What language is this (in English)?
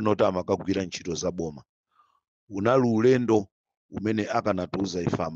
Nyanja